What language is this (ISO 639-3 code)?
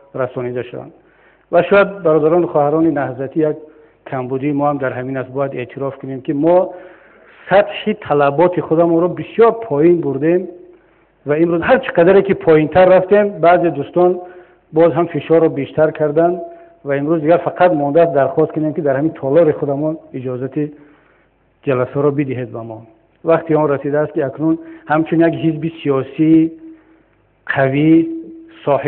tgk